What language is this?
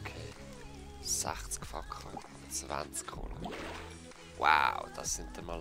Swiss German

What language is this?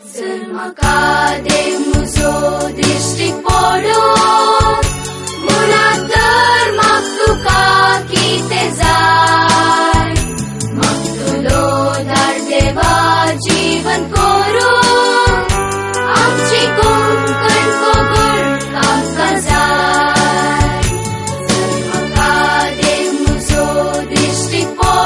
Konkani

